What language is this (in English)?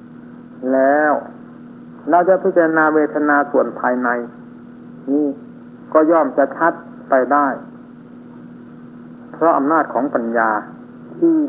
Thai